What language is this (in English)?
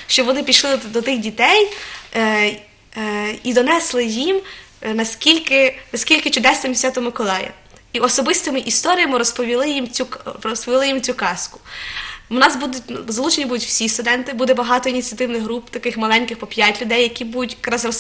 Ukrainian